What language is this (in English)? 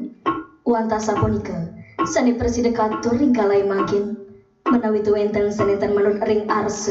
Balinese